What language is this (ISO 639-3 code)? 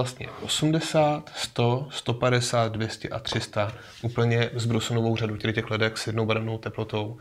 ces